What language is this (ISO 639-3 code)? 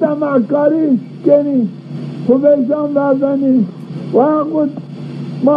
zza